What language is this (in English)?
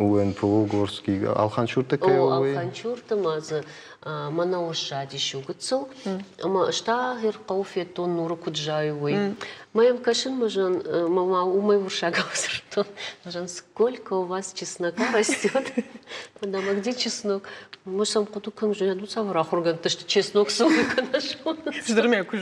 Ossetic